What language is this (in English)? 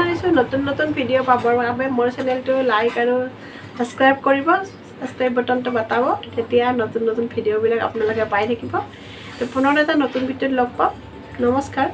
Assamese